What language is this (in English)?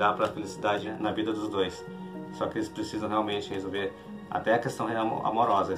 Portuguese